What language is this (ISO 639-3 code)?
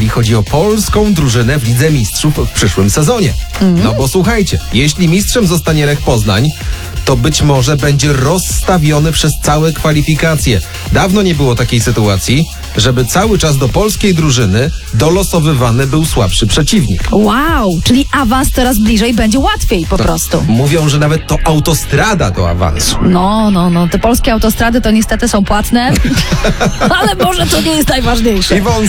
pol